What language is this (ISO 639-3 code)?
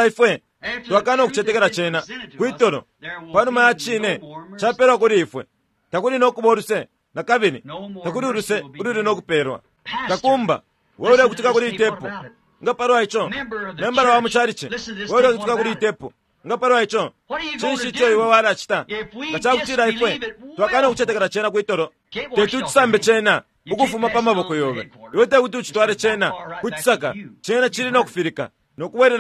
bem